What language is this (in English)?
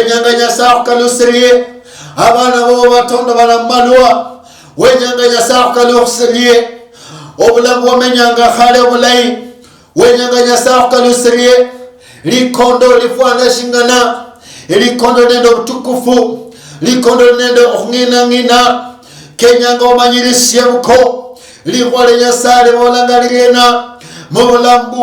Luyia